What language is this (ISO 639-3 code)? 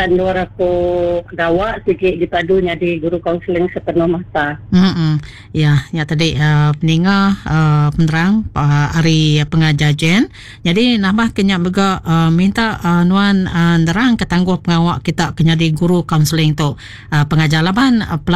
iba